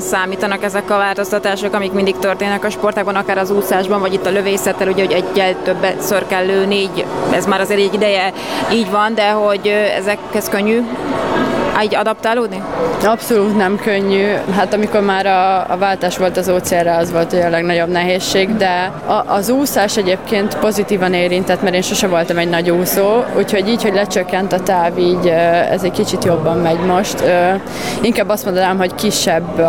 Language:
Hungarian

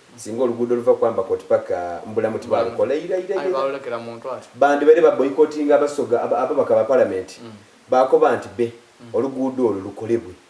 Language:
Soga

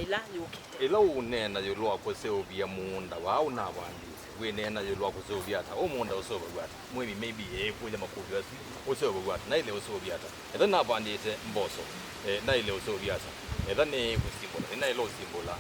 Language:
Kamba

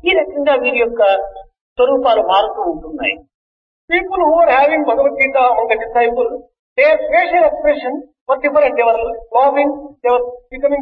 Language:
Telugu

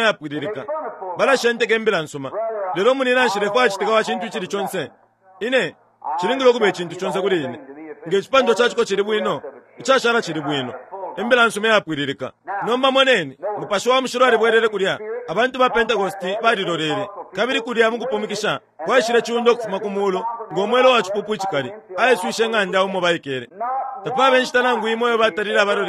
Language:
Bemba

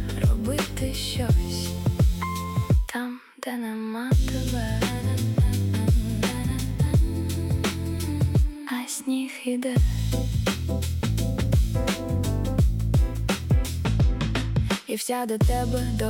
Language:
Ukrainian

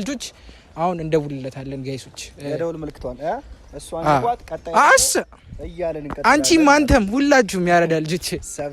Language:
Amharic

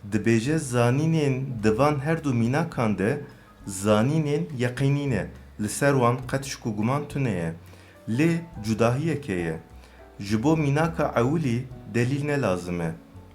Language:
Kurdish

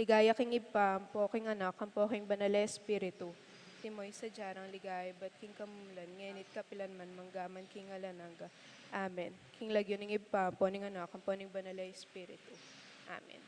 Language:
Pampanga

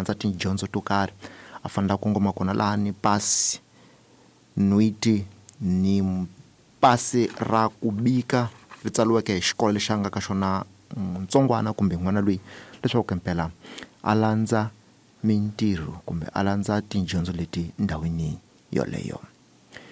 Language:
Tsonga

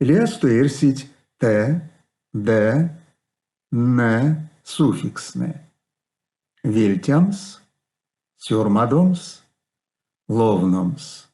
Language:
Erzya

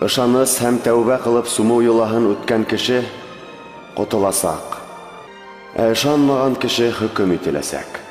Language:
Bashkir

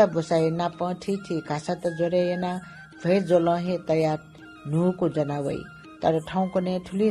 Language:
Newari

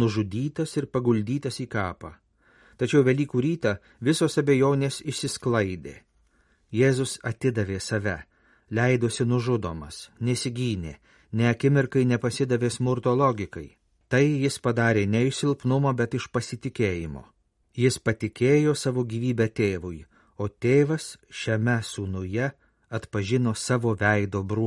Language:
Lithuanian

